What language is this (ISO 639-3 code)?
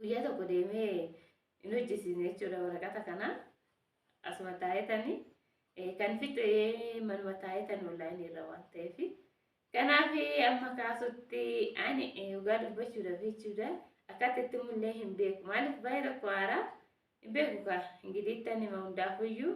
orm